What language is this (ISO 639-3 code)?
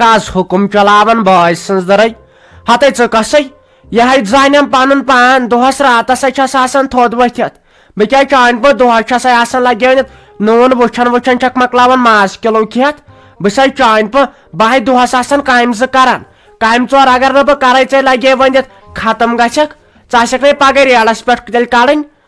kas